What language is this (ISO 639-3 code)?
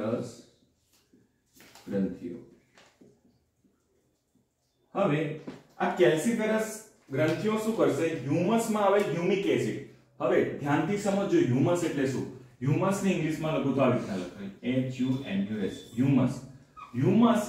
guj